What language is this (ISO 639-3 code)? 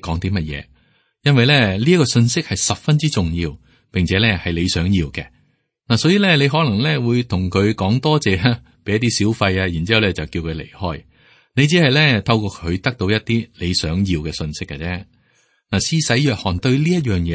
yue